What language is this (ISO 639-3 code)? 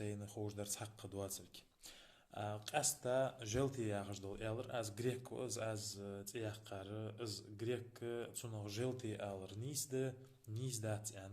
inh